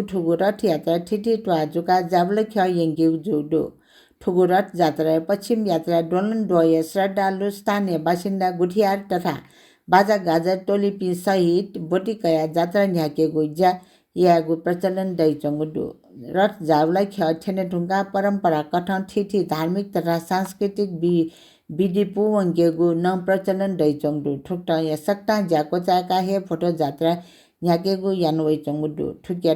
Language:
Newari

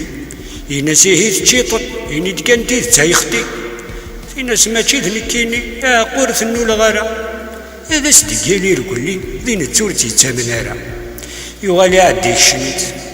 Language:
Kabyle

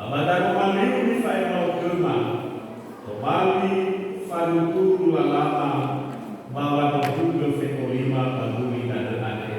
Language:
Nias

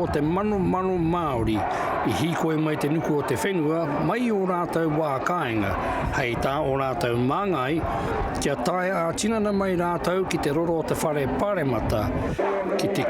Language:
Māori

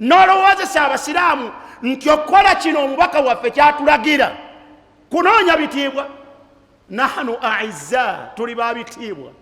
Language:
Ganda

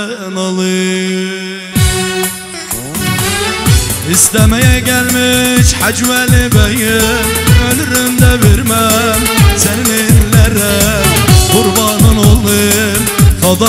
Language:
Turkish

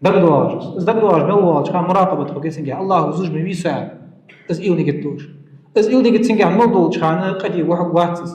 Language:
Ingush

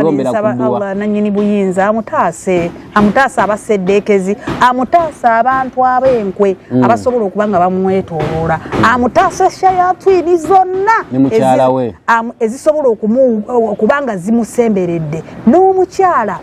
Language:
Ganda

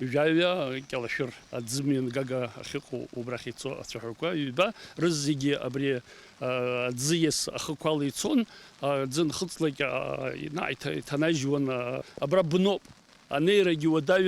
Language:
Abkhazian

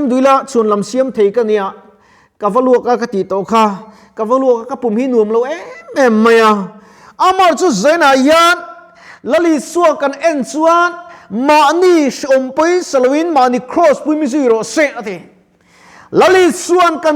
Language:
Mizo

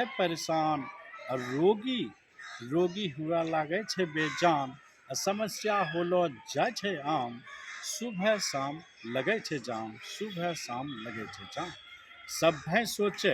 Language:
Angika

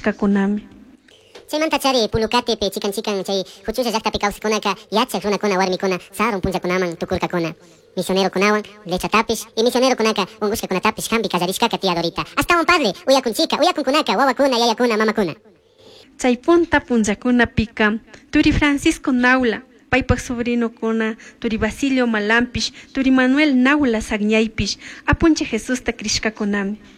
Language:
Chimborazo Highland Quichua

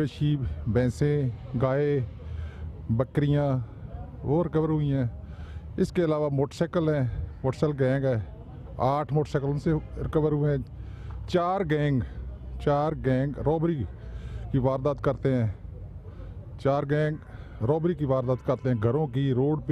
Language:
Urdu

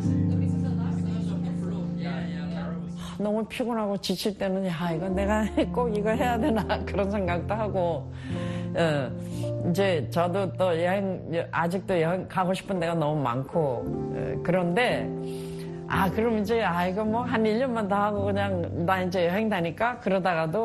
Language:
Korean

